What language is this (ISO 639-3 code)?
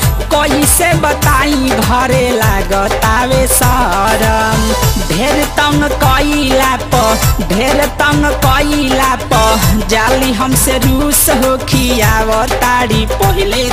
bho